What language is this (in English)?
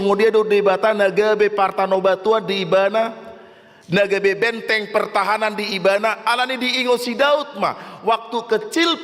Batak Toba